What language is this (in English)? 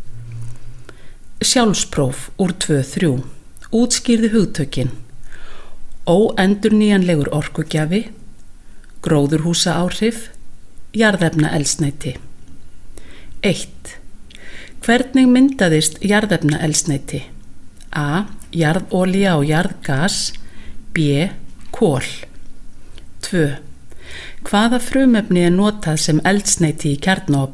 Icelandic